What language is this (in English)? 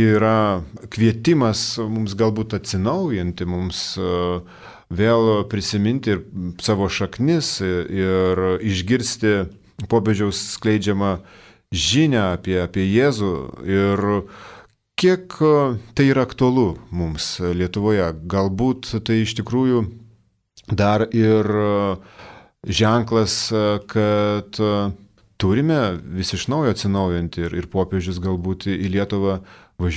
Lithuanian